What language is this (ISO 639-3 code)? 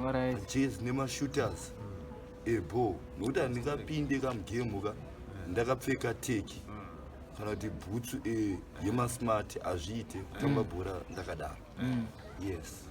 sna